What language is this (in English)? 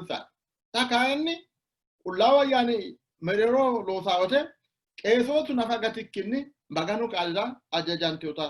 Sidamo